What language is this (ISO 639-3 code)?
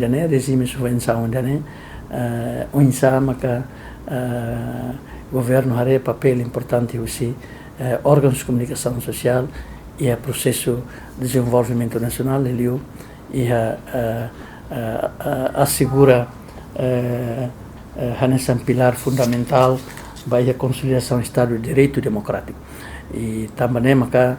tet